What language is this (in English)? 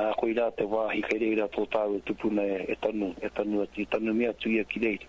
Māori